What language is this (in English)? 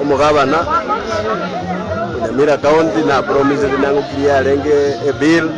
Gusii